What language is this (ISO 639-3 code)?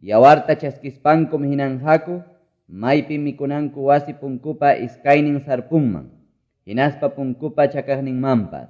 que